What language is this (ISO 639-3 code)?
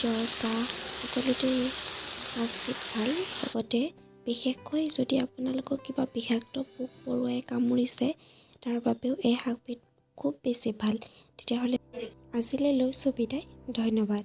asm